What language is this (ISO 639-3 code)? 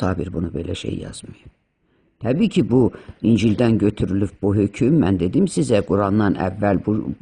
aze